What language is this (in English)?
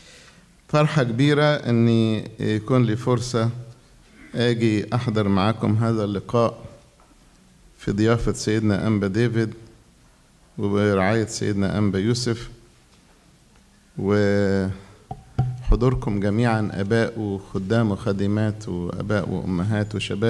Egyptian Arabic